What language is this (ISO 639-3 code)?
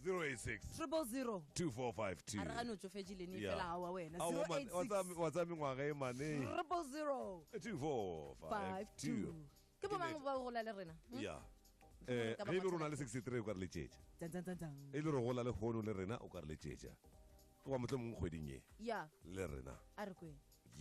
tsn